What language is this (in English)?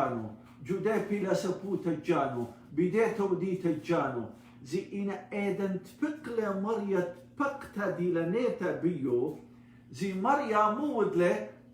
Assyrian Neo-Aramaic